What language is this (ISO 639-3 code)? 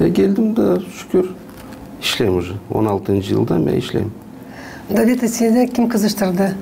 gag